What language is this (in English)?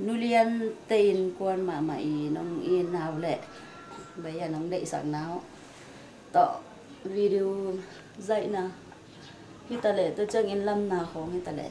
Tedim Chin